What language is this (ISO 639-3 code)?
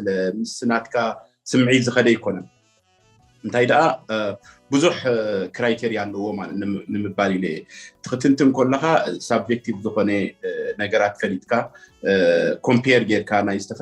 tir